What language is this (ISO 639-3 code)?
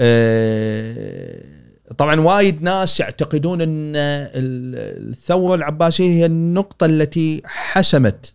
afb